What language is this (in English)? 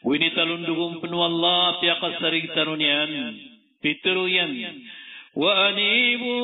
Maranao